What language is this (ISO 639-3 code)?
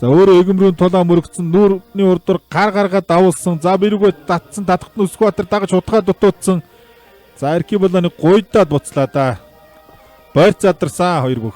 mon